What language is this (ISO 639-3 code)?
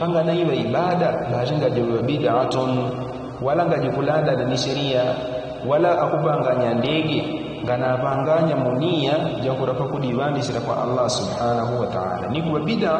yao